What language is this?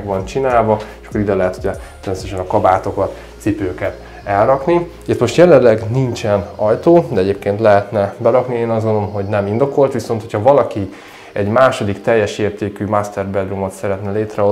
Hungarian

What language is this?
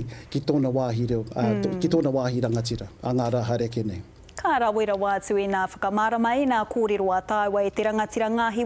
Māori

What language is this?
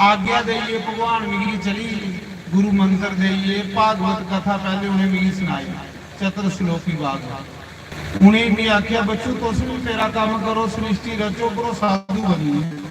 Dogri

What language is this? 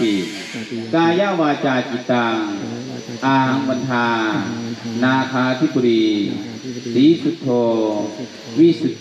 Thai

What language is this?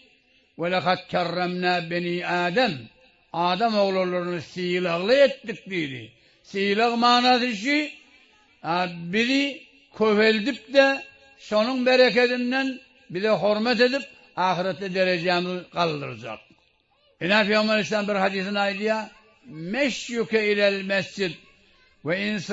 Turkmen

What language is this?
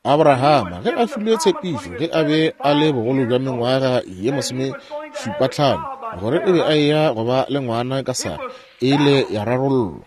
Northern Sotho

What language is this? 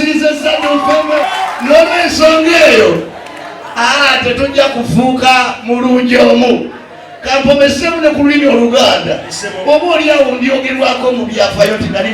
Ganda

